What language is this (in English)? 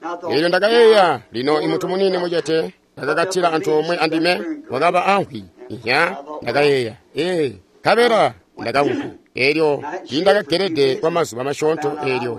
Tonga (Zambia)